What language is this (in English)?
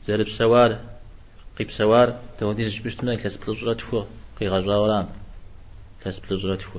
Kabardian